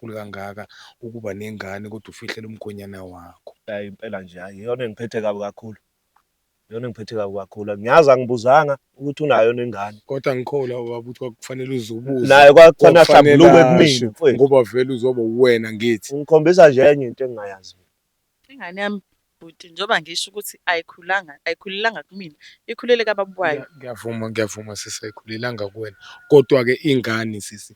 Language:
Zulu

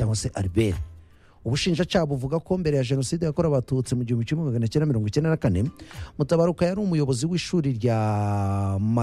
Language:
Kinyarwanda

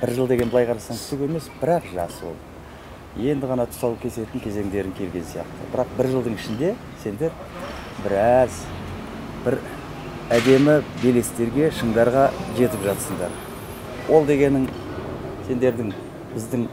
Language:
Kazakh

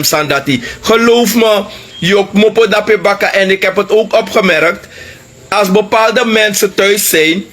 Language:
Sranan Tongo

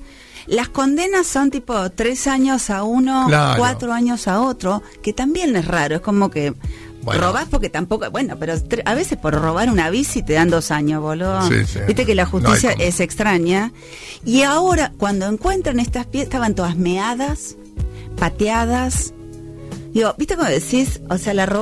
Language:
Spanish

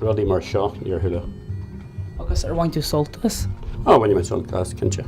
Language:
Irish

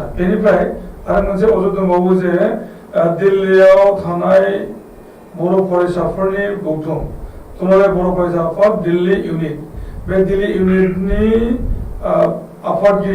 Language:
Bodo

